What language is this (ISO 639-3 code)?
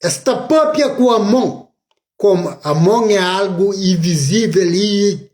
kea